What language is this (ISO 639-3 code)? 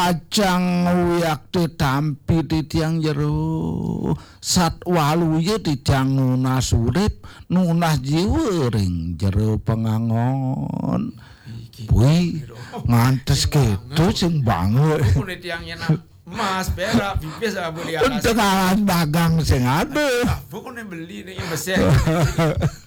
ban